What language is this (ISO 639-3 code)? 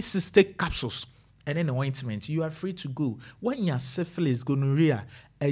aka